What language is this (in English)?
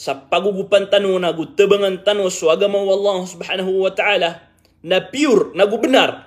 Maranao